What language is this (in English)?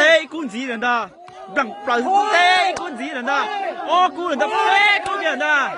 Hmong